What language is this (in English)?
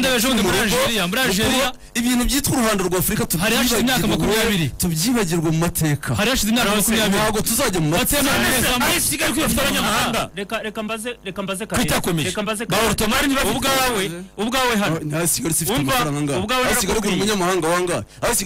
Kinyarwanda